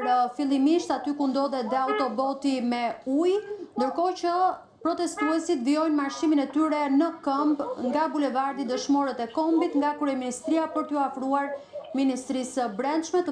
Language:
Albanian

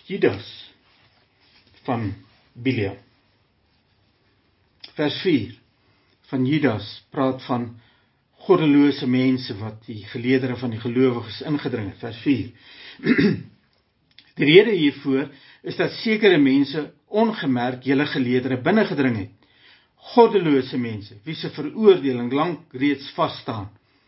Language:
Afrikaans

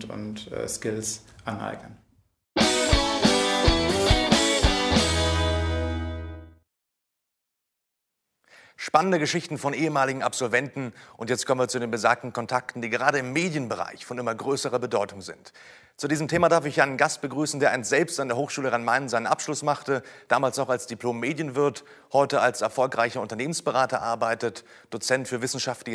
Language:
German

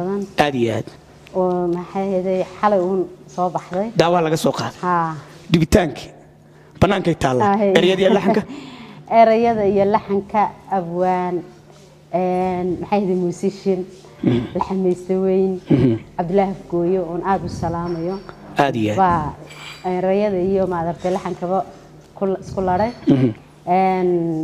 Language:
Somali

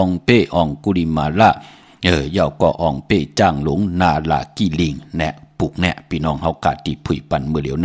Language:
Shan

